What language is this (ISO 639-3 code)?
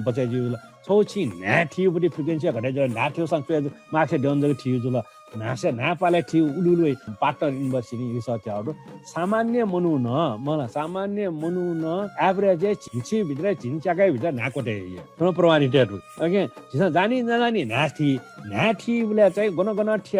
new